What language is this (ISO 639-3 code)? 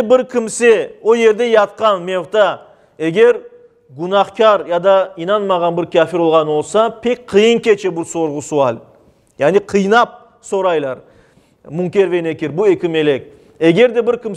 crh